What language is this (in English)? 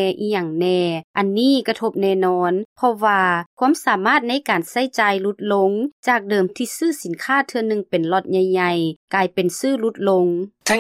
Lao